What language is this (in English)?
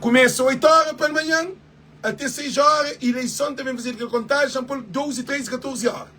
Kabuverdianu